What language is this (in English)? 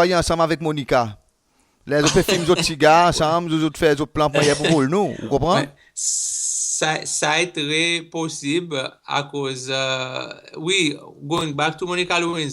Seselwa Creole French